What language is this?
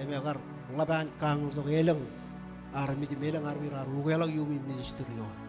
Marshallese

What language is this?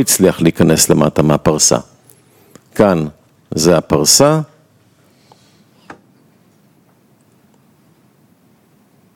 Hebrew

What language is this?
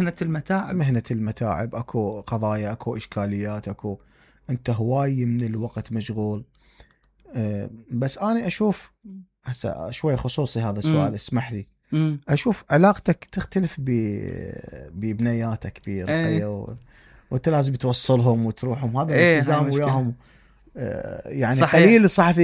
Mesopotamian Arabic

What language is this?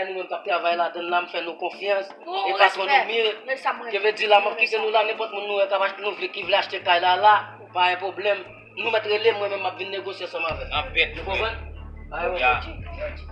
Haitian Creole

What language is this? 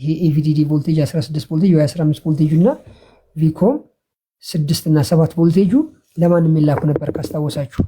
Amharic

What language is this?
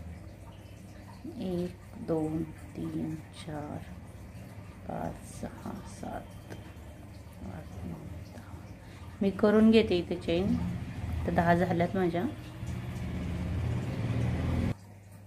Marathi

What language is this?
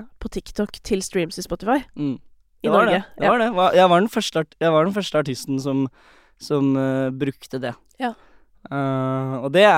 Norwegian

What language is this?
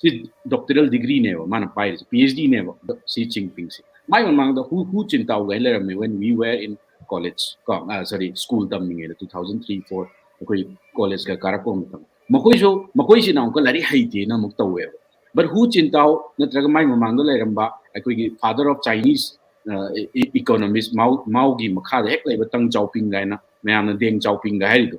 Manipuri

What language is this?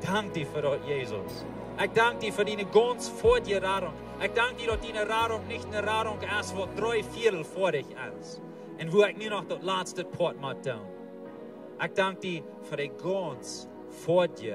Plautdietsch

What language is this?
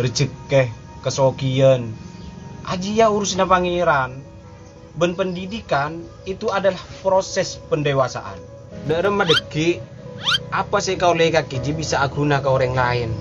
Madurese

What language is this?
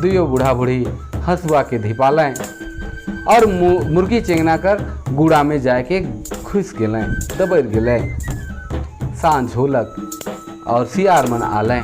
Sadri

